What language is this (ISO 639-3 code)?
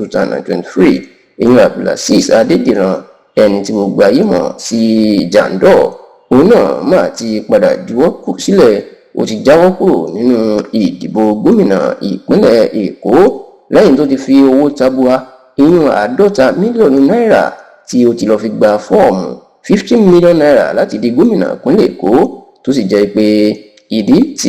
yor